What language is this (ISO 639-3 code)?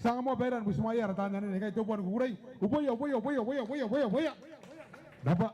gil